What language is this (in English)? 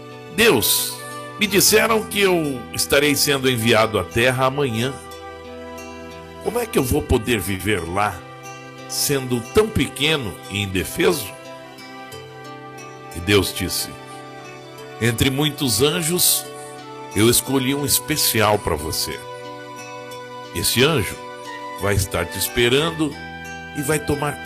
Portuguese